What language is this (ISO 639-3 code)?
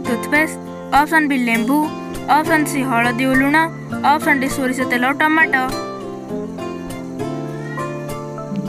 ori